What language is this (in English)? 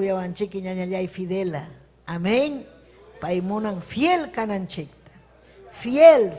Ayacucho Quechua